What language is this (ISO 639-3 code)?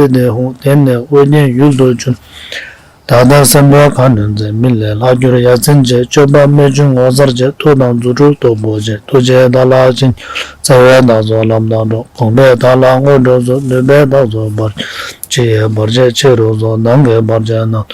bod